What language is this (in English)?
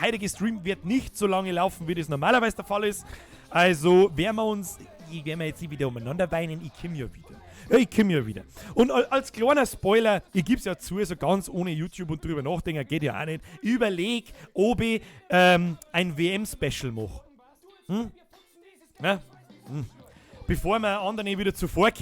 Bavarian